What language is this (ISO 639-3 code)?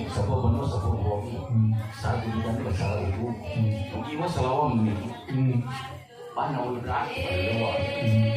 nia